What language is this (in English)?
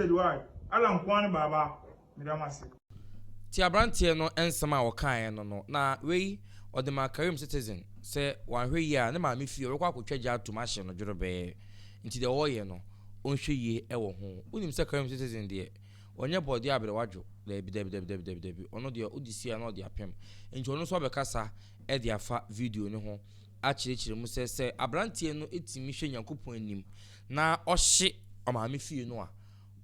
Akan